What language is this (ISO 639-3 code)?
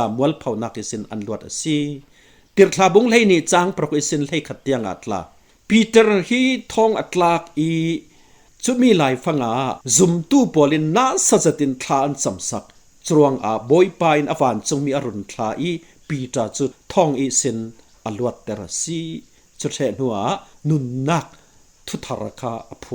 cfm